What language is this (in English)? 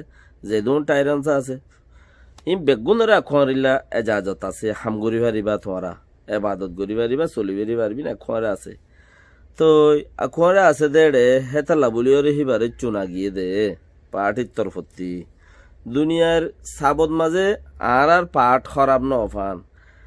Rohingya